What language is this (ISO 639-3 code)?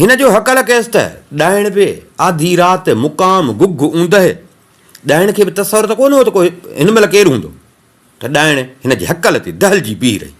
snd